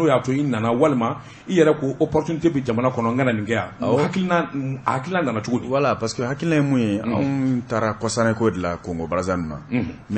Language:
Bambara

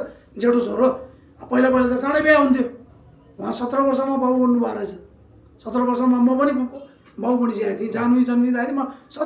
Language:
Nepali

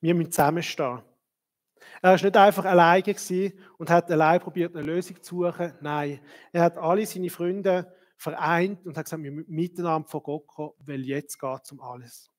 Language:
Swiss German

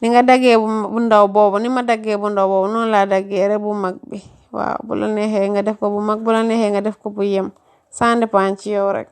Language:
Wolof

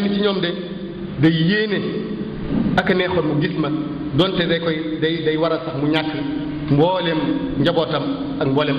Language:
Wolof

